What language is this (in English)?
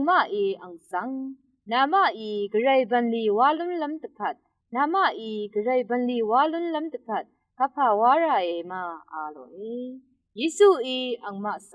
Rawang